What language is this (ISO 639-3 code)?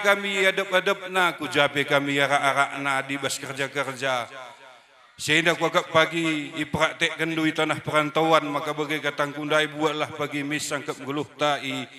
btx